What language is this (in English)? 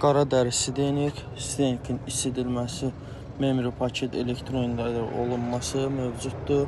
Azerbaijani